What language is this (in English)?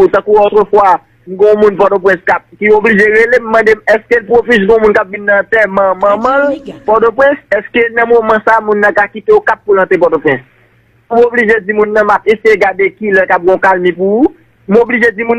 Haitian Creole